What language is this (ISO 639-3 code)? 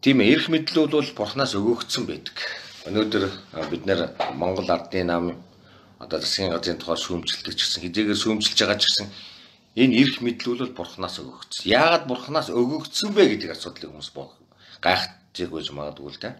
mon